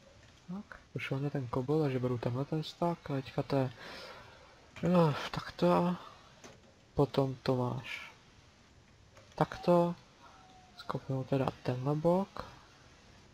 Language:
Czech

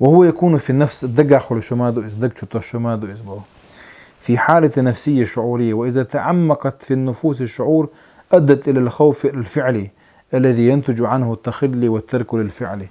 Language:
Chechen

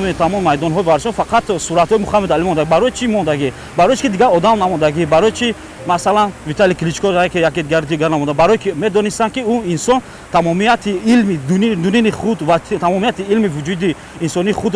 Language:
Tajik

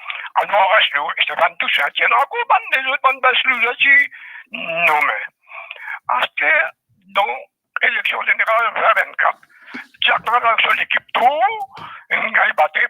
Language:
Morisyen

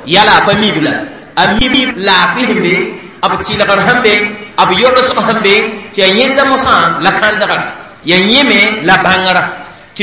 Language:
Mossi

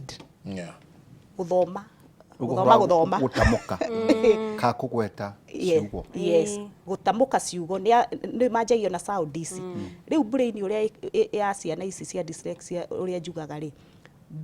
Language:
Kikuyu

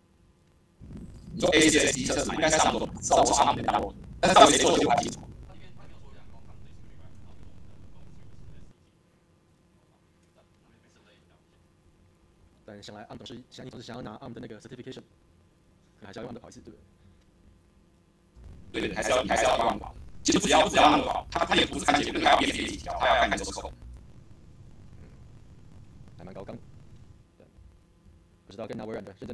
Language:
Chinese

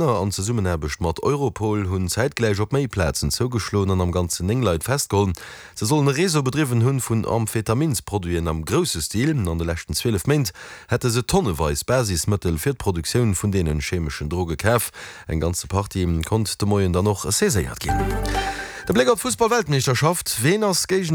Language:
Luxembourgish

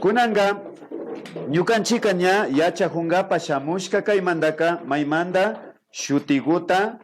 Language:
Imbabura Highland Quichua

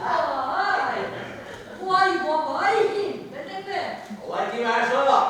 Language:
Bashkir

